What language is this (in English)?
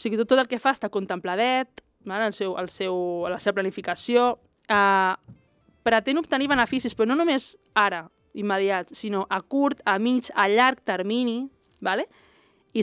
Catalan